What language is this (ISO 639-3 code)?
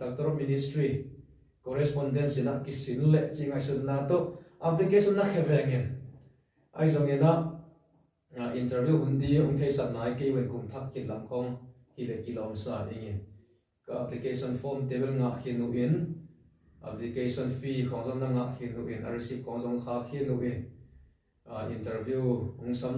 ctd